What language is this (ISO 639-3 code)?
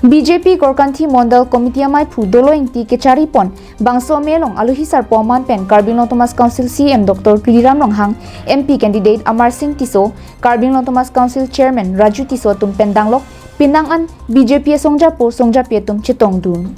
mjw